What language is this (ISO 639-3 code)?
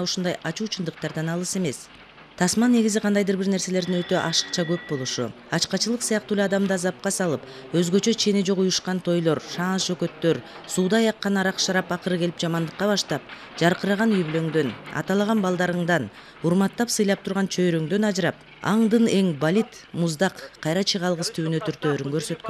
kir